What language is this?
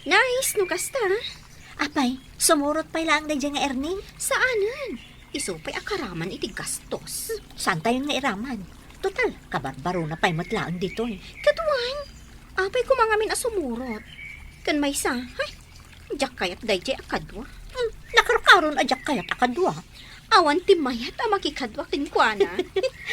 Iloko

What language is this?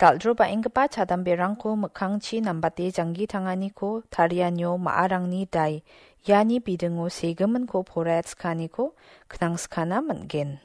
Garo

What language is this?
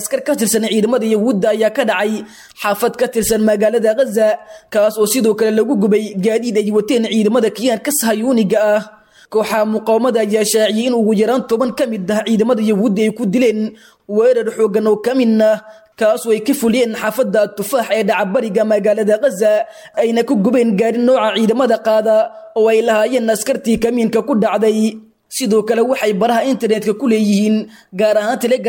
Somali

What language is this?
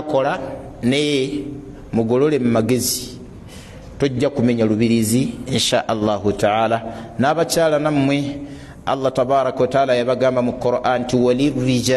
Ganda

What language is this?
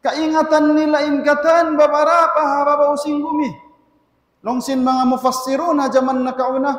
Tausug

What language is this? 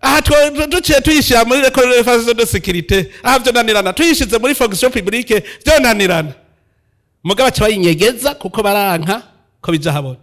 Rundi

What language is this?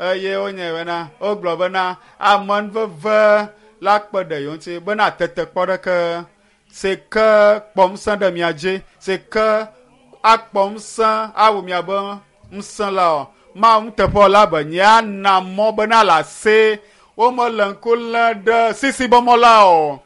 Ewe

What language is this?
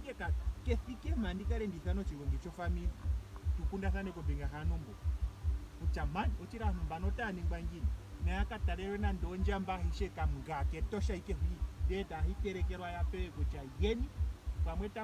Ndonga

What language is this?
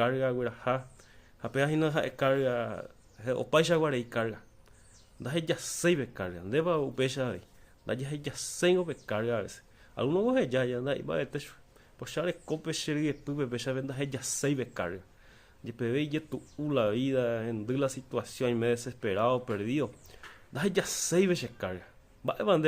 Guarani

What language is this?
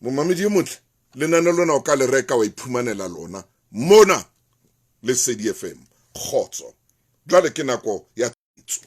Southern Sotho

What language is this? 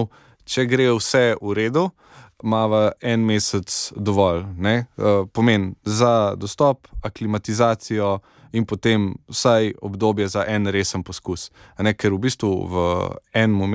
Slovenian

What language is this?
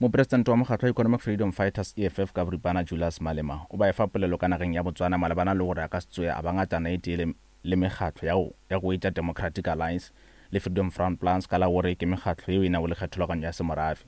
Northern Sotho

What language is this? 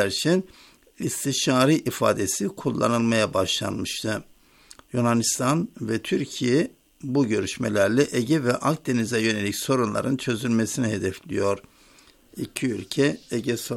Turkish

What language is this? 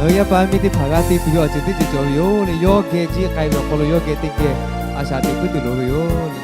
Lahu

